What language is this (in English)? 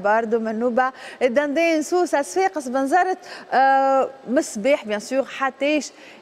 Tunisian Arabic